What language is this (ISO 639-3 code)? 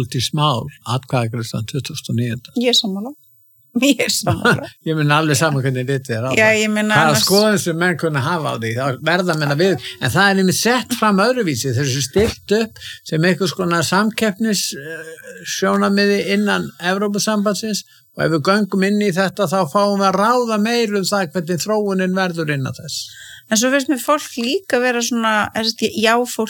isl